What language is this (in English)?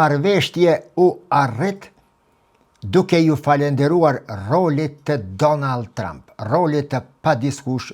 Albanian